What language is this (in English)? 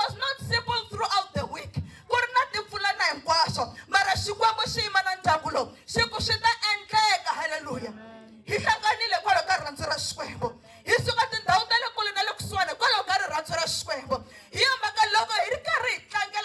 Tsonga